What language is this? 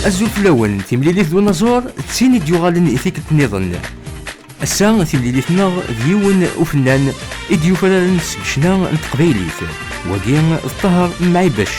Kabyle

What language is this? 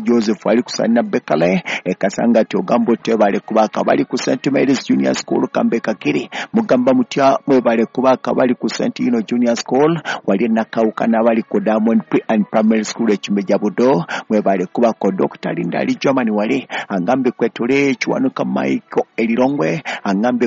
Ganda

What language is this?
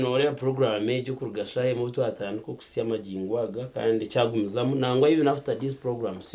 Nyankole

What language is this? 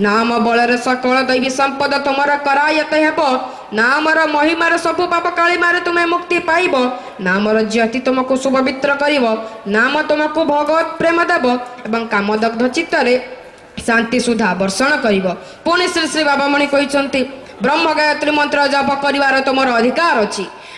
Odia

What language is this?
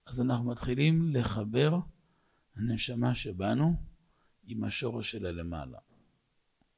Hebrew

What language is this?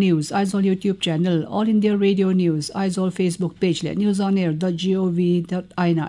Mizo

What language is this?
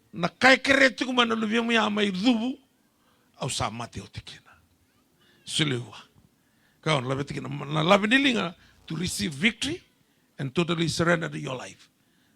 Fijian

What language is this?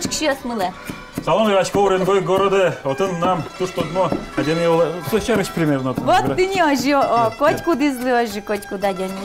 Udmurt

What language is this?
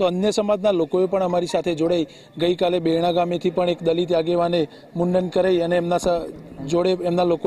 Gujarati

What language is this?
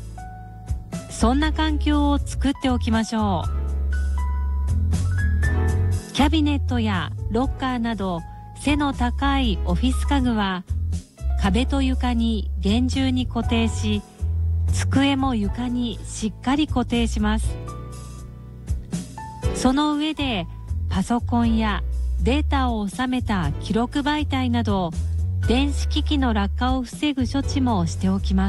Japanese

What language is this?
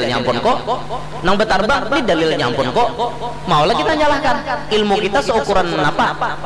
Banjar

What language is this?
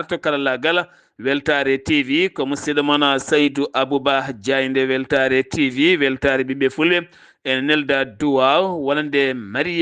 Fula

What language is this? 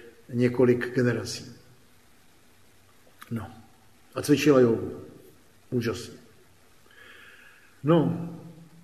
Czech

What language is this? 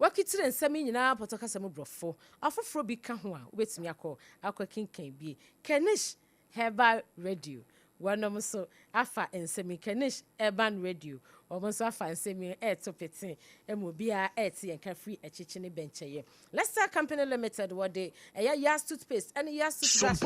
Akan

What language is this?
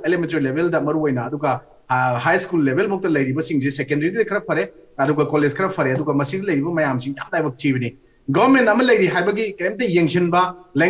Manipuri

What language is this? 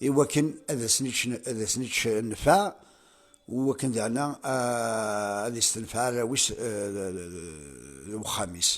Kabyle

